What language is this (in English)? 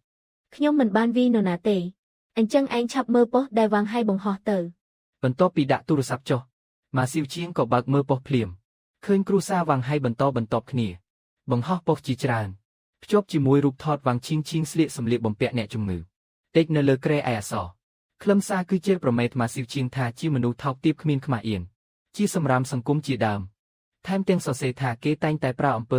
Khmer